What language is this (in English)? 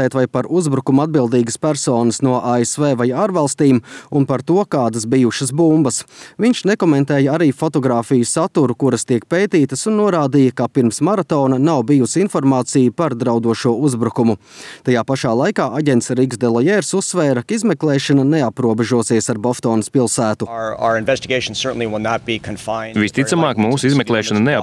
Latvian